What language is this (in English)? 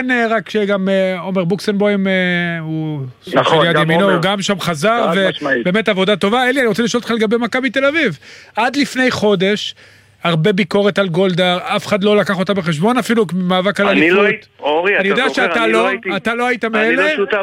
Hebrew